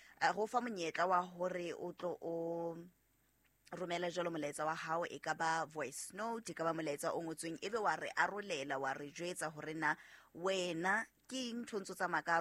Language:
Southern Sotho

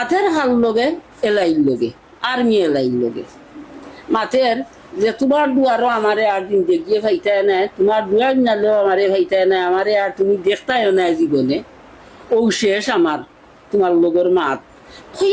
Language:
Sylheti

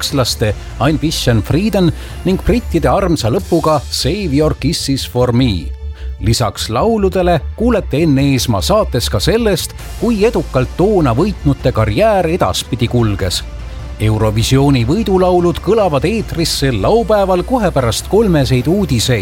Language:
Estonian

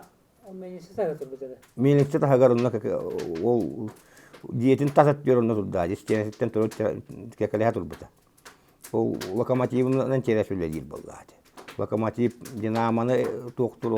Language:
Yakut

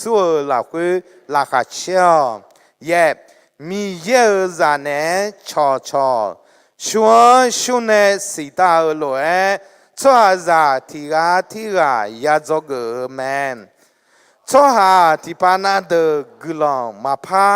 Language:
Akha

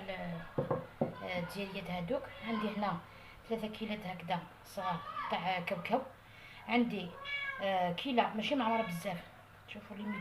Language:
Algerian Arabic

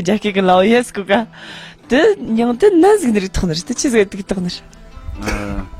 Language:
Tibetan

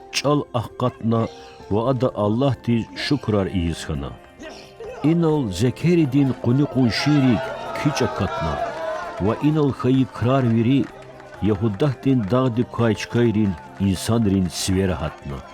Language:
Lezghian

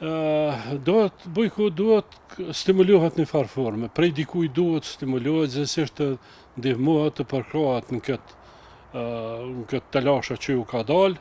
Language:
Albanian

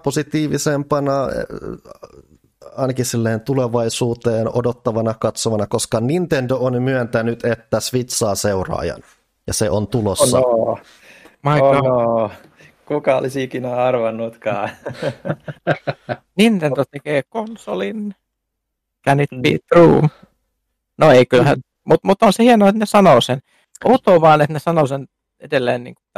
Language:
Finnish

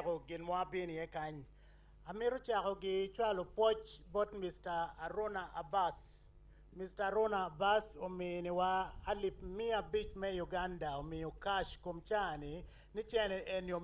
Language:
Acoli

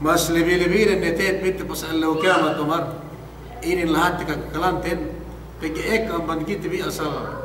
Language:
Yakan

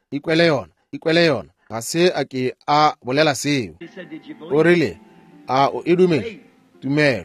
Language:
Northern Sotho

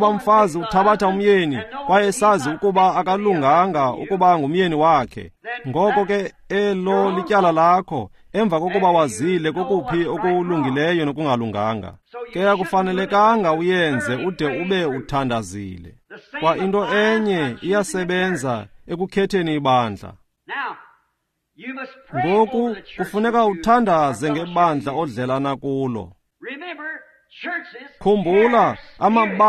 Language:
Xhosa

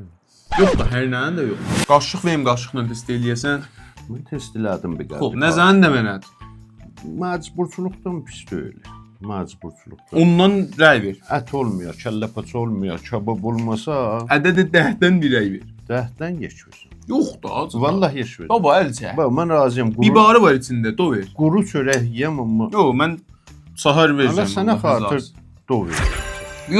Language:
South Azerbaijani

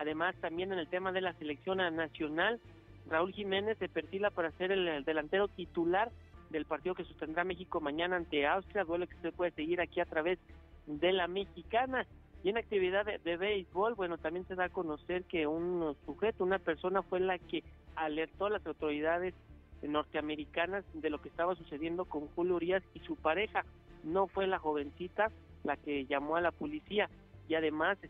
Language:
Spanish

